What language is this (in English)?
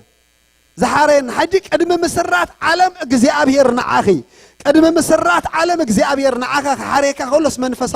Tigrinya